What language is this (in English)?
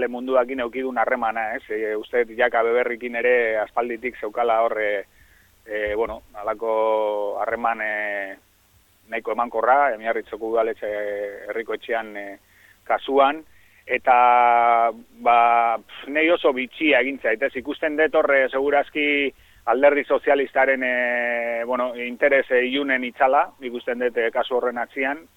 Basque